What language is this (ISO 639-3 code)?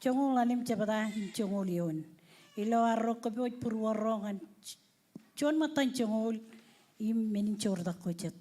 mah